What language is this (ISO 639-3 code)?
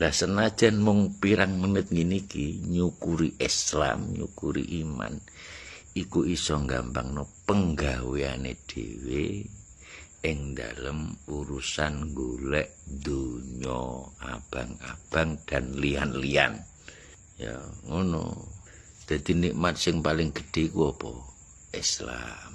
jav